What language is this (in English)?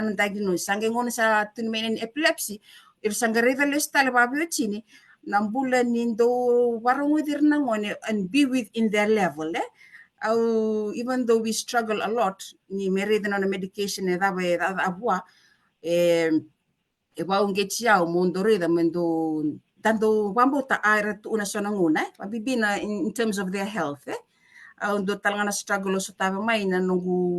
Fijian